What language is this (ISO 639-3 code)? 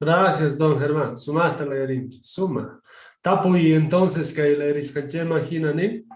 que